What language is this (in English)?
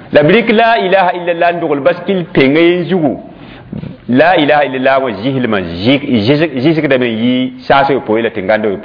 Mossi